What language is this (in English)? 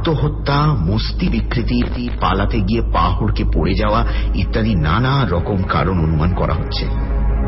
Bangla